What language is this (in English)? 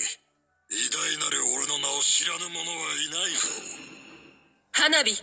Japanese